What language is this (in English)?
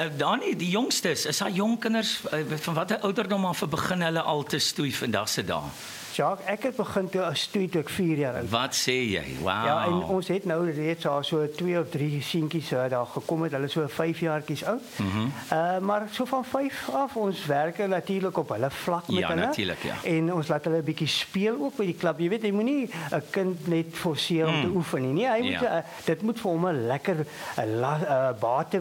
Afrikaans